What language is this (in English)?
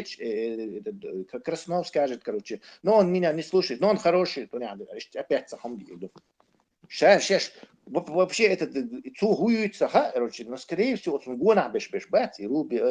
Chechen